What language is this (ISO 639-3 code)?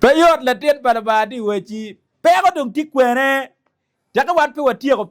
ach